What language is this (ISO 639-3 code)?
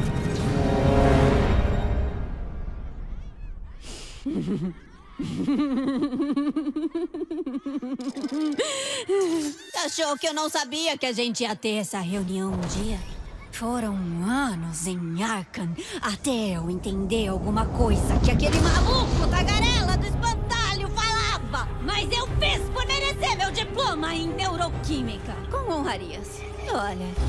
por